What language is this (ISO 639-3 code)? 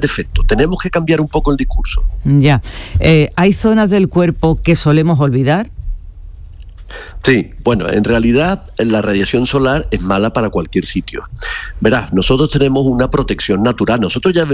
spa